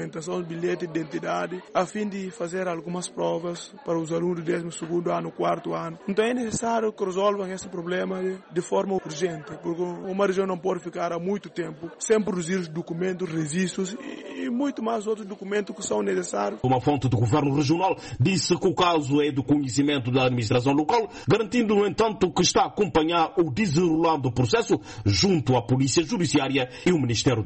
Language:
Portuguese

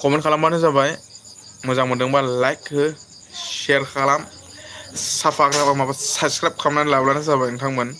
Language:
Bodo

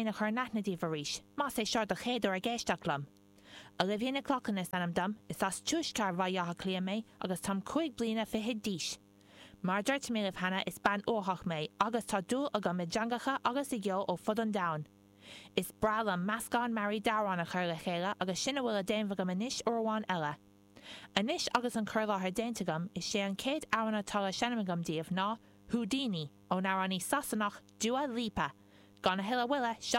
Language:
Irish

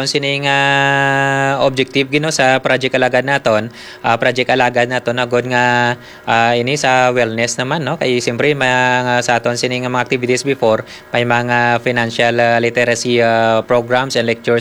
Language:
Hiligaynon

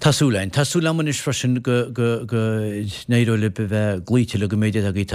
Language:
Irish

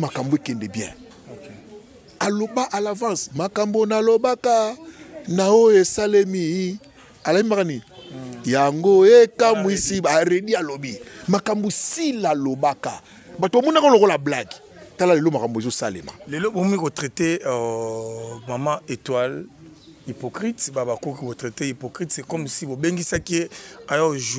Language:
Lingala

